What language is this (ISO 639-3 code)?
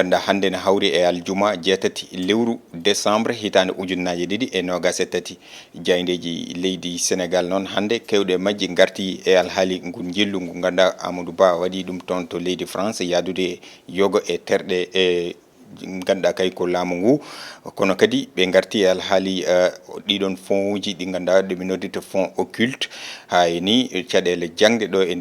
ful